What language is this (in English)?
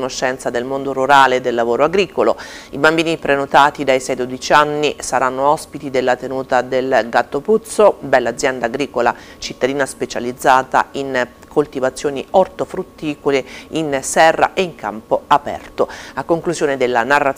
Italian